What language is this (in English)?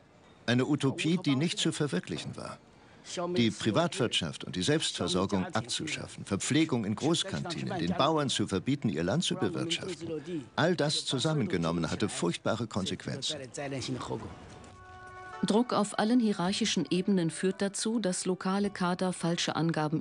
German